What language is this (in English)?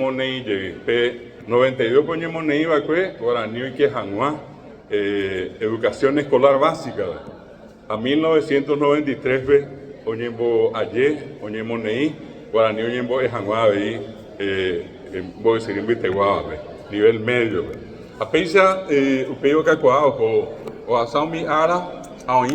Guarani